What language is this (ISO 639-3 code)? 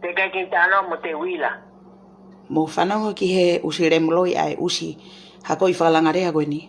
ton